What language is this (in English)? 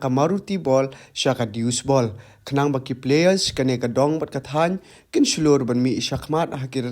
Khasi